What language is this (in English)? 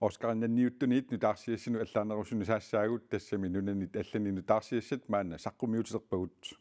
Kalaallisut